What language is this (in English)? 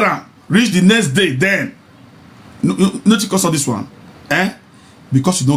Nigerian Pidgin